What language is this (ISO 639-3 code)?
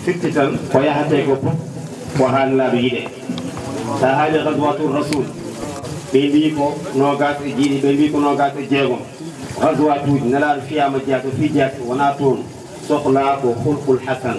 ful